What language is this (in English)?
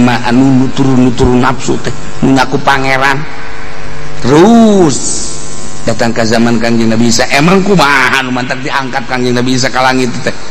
Sundanese